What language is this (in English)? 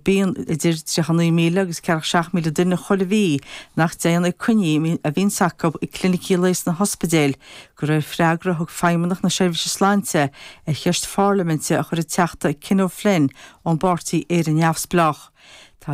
Irish